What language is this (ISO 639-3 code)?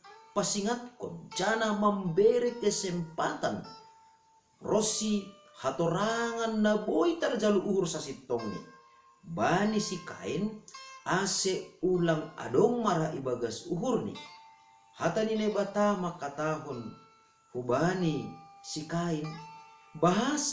bts